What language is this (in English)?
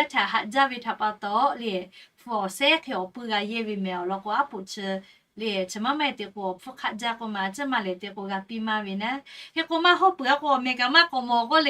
Lahu